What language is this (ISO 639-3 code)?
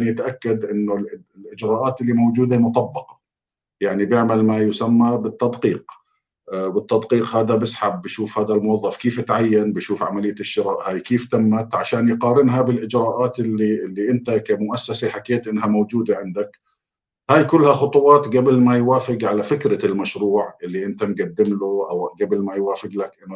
apc